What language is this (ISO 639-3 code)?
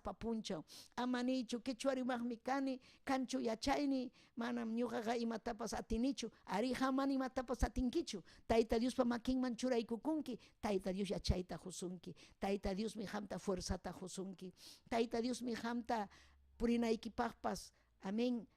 quy